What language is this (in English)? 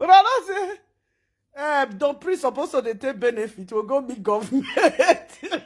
Nigerian Pidgin